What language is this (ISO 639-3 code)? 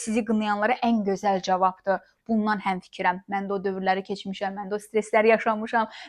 aze